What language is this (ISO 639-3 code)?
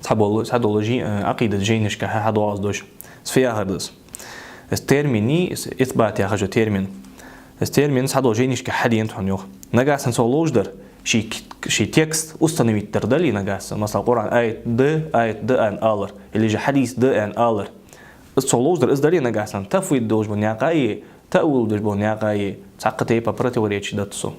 inh